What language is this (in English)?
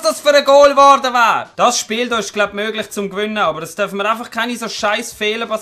Swiss German